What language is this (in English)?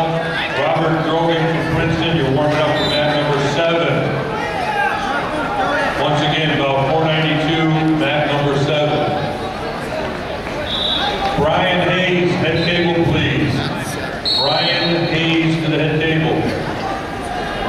English